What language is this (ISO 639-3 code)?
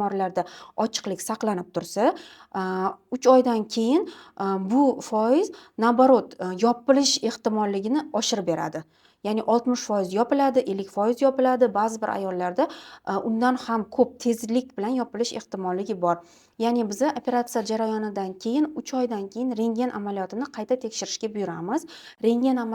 uzb